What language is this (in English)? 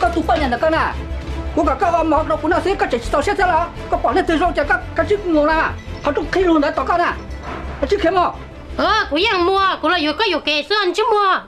Hmong